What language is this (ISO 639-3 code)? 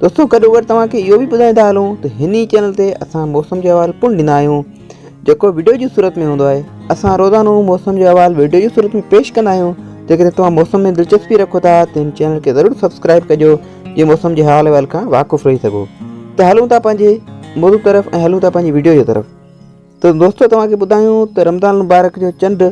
snd